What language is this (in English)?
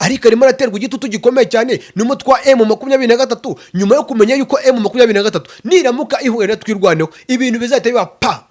Kinyarwanda